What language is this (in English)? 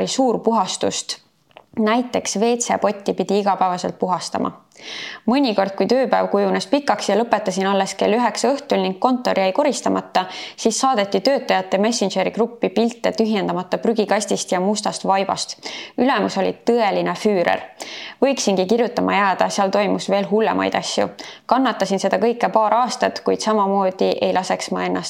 Estonian